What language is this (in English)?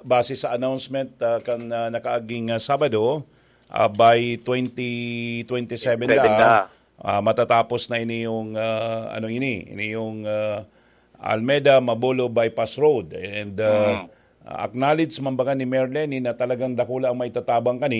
Bikol